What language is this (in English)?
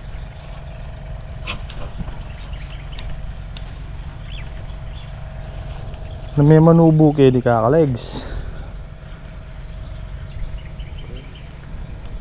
Filipino